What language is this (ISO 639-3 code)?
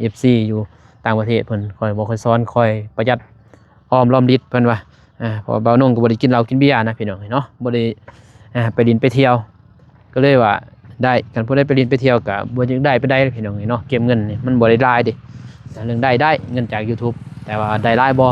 lao